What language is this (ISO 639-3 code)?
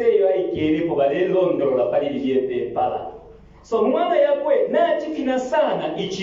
bem